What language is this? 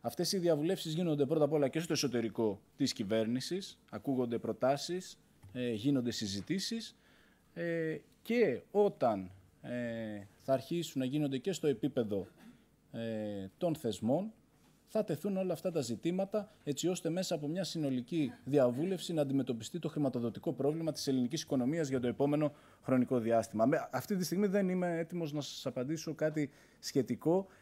Greek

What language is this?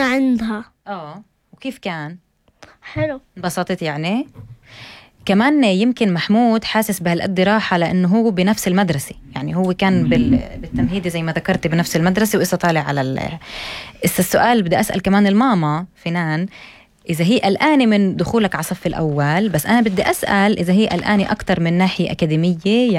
North Levantine Arabic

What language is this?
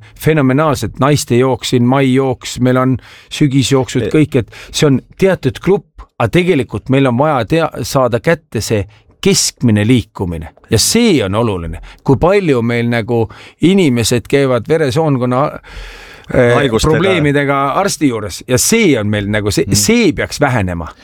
Estonian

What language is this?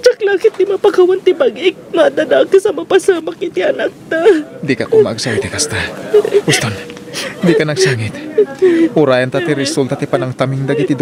Iloko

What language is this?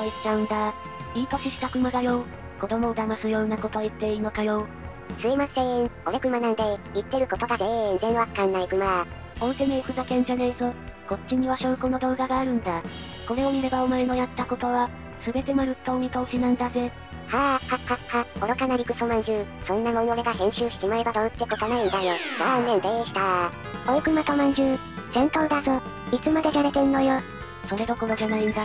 Japanese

